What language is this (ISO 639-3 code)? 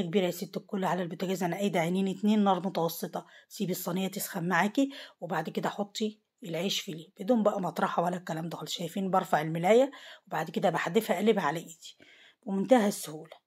arz